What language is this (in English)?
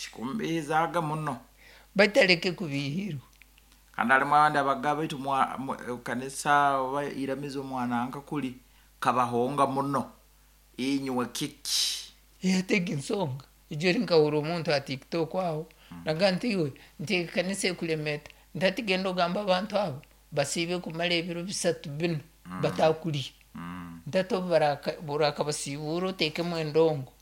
Nyoro